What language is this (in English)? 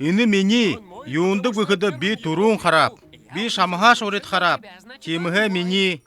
Buriat